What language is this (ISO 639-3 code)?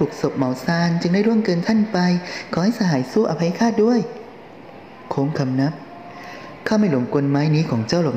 tha